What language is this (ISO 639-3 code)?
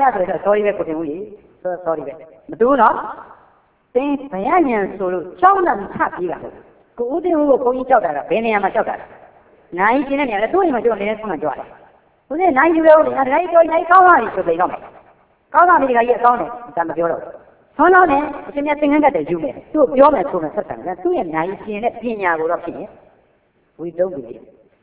mya